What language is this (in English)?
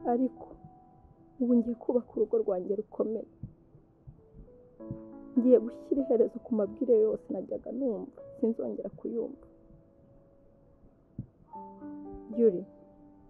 Kinyarwanda